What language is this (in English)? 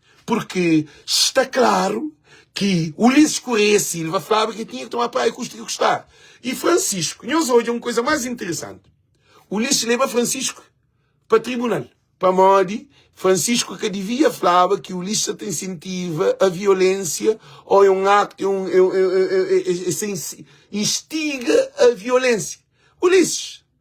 Kabuverdianu